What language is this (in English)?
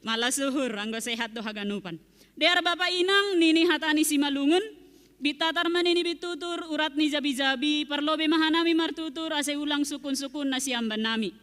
Batak Simalungun